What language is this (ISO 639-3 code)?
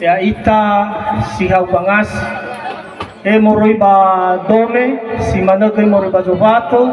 nia